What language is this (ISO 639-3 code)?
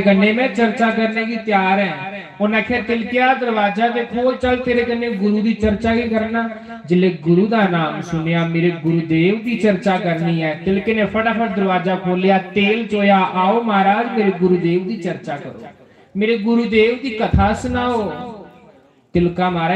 doi